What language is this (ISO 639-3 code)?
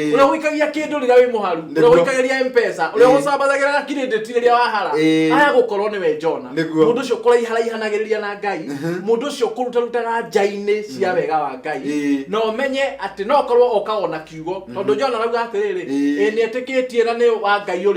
kik